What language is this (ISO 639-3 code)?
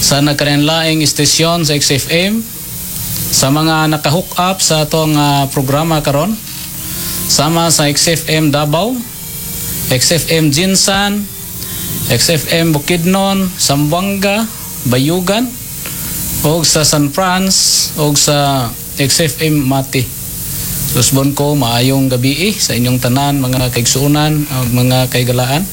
ceb